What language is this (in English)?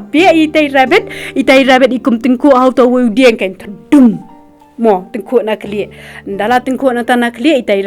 Khasi